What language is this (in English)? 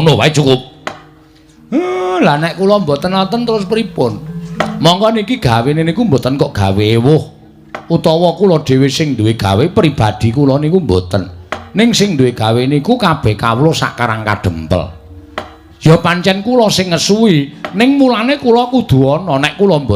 Javanese